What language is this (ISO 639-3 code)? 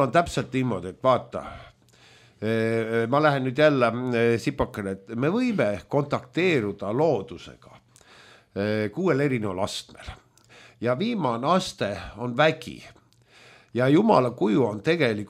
est